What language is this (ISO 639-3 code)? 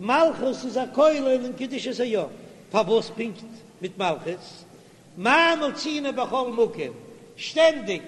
yid